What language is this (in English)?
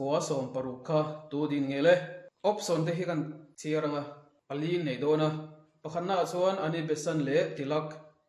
Mizo